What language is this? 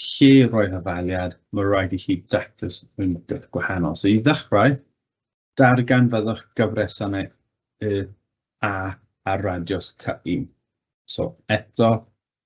Welsh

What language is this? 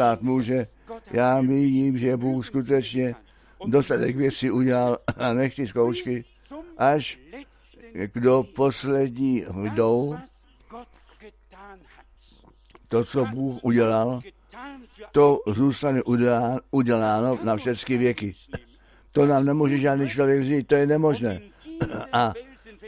Czech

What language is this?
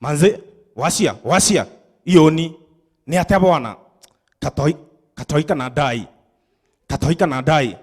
Meru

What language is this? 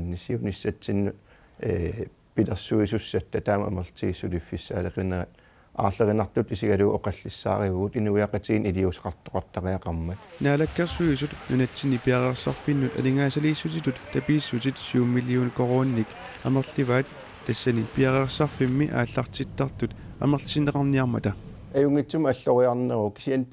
Kalaallisut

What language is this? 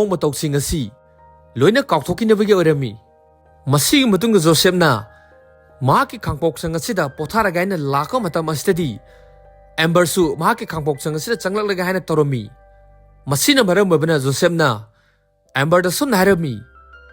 Manipuri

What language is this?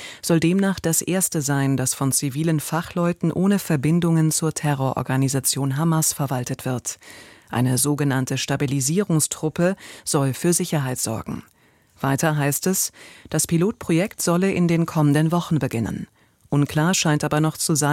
German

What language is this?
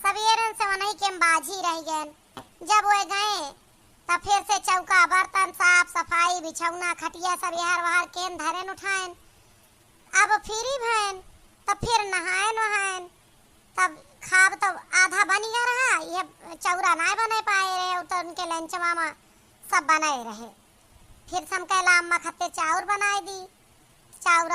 Awadhi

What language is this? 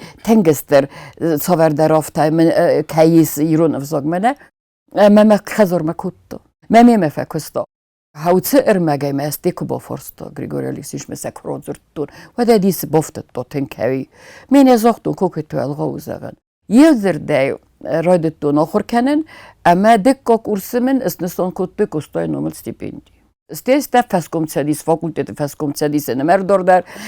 Ossetic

